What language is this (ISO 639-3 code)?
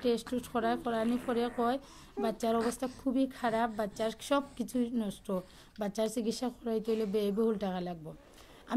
syl